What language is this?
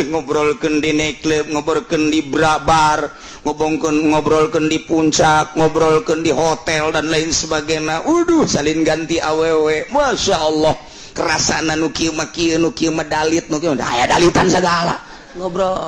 Sundanese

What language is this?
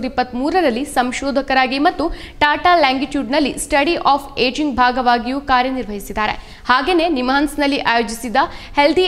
Kannada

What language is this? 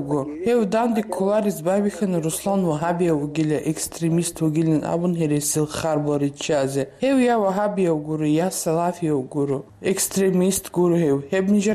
Avaric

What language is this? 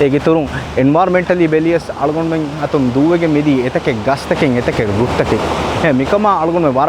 Divehi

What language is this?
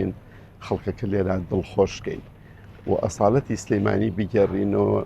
Central Kurdish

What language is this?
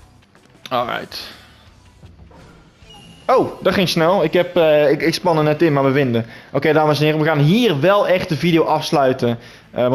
Dutch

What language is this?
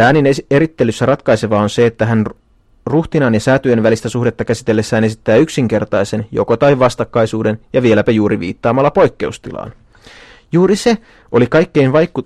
Finnish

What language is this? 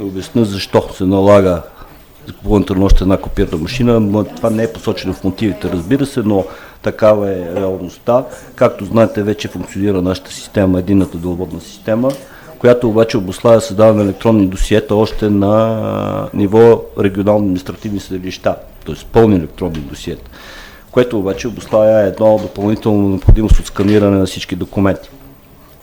Bulgarian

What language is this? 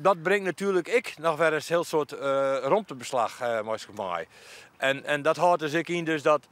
Western Frisian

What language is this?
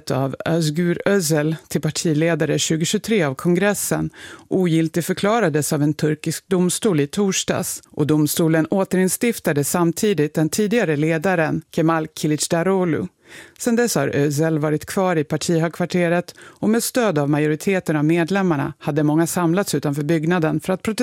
Swedish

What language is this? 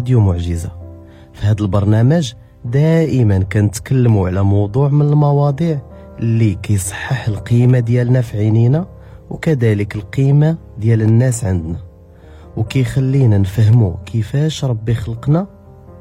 Moroccan Arabic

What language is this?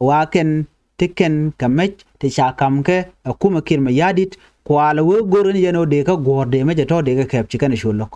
Nuer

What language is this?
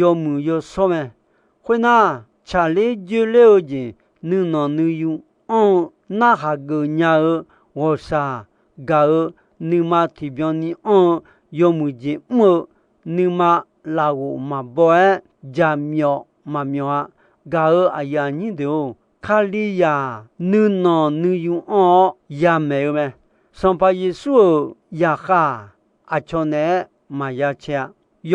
Akha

